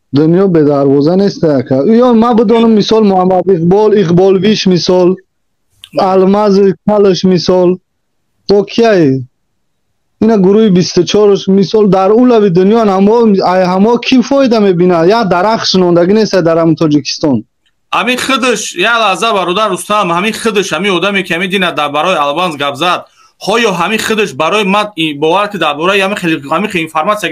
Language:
Tajik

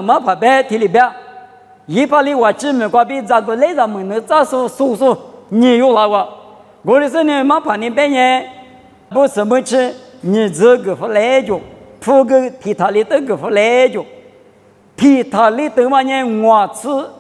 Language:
Lisu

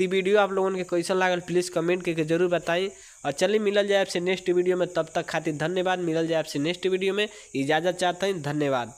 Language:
Bhojpuri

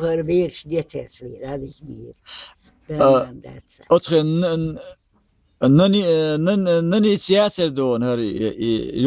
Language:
Chechen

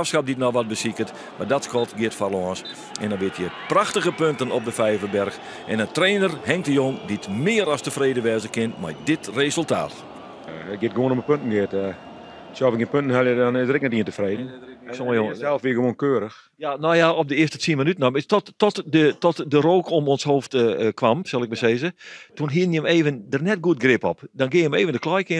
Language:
Western Frisian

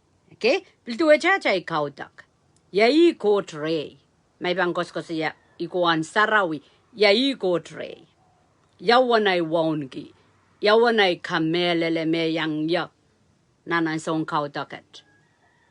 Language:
Pohnpeian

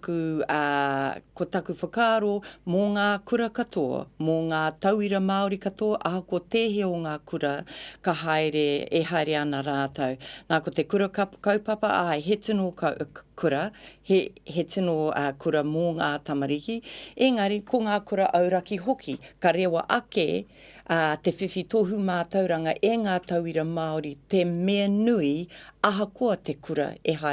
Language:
Māori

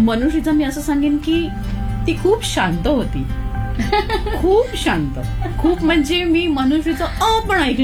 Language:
Marathi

